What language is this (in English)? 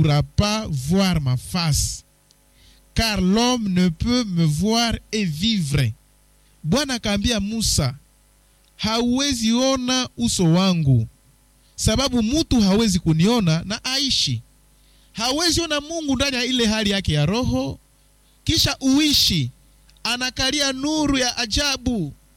Swahili